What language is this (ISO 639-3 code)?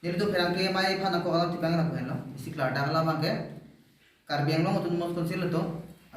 mjw